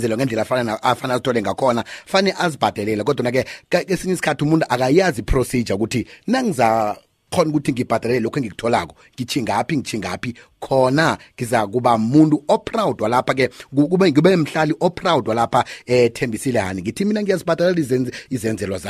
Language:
South Ndebele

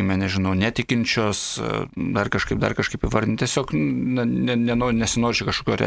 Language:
Lithuanian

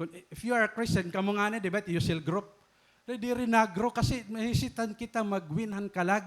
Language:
Waray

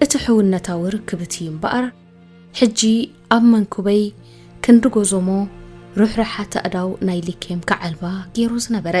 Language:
Tigrinya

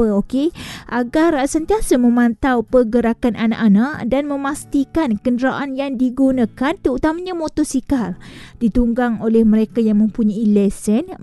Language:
Malay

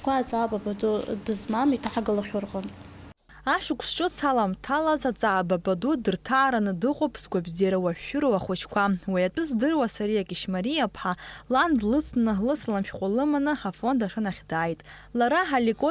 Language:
Abkhazian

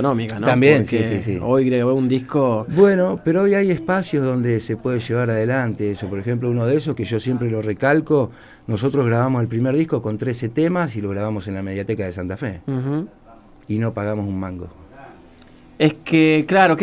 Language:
Spanish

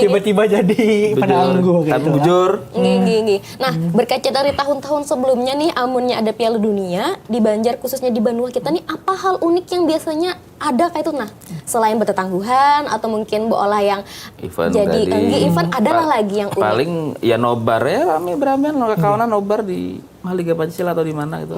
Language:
Banjar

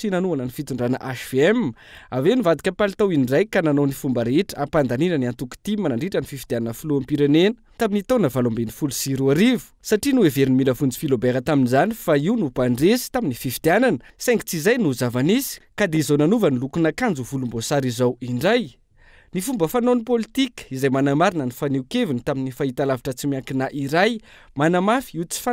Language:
Malagasy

